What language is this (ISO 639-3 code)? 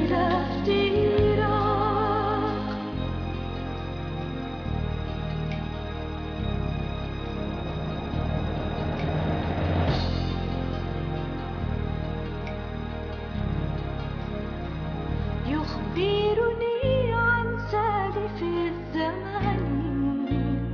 ara